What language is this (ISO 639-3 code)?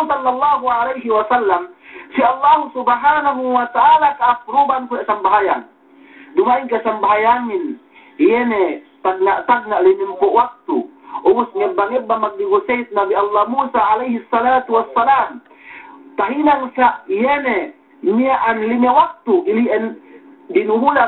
yka